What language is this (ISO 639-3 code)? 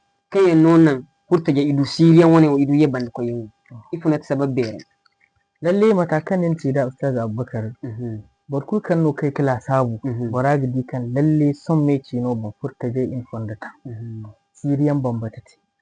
dje